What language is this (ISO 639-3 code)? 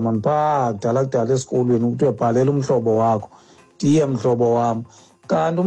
xho